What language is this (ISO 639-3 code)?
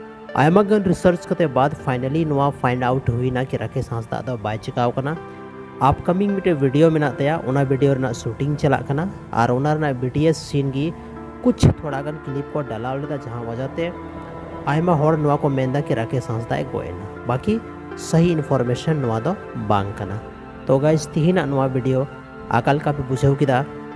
sat